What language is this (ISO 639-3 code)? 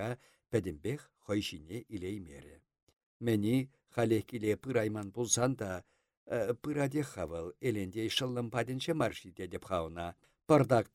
chv